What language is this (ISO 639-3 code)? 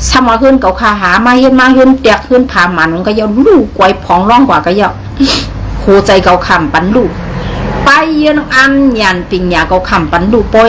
shn